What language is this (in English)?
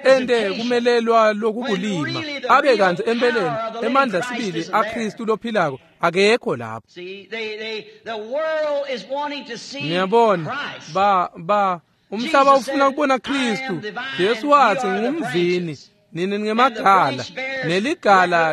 Swati